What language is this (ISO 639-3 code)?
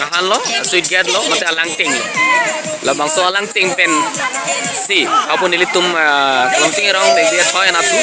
mjw